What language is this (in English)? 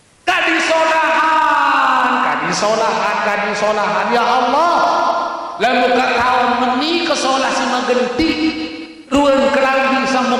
Sasak